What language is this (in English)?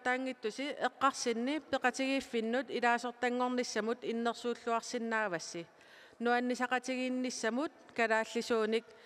Kalaallisut